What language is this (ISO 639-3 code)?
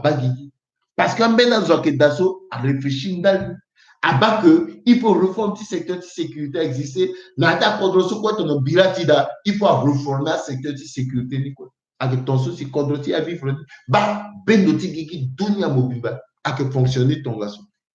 sag